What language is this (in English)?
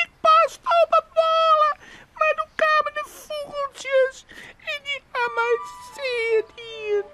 Western Frisian